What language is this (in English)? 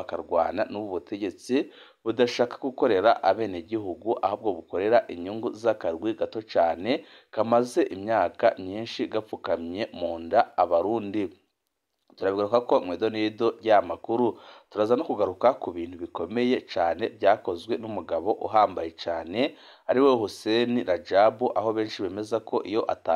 Rundi